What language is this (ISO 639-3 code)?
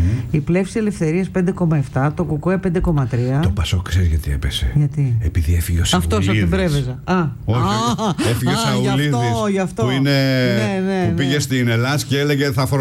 ell